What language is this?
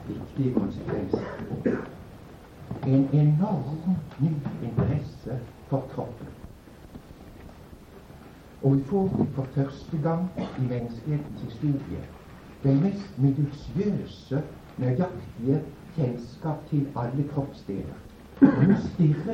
Norwegian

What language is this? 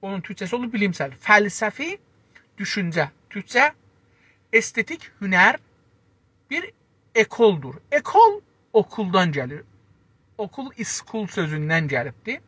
South Azerbaijani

